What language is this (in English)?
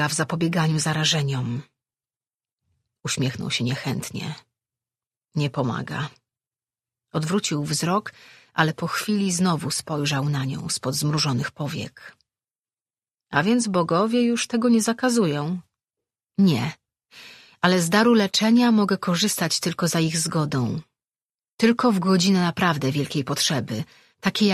Polish